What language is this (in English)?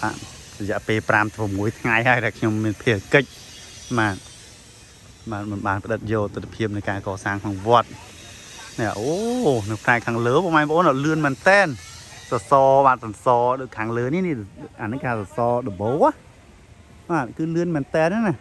Khmer